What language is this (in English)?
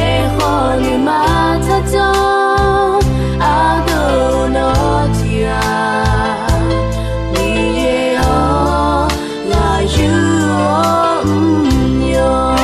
Akha